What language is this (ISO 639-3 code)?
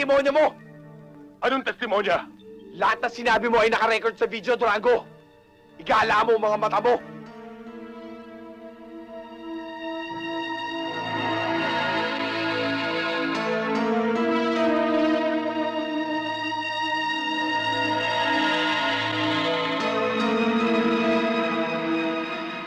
fil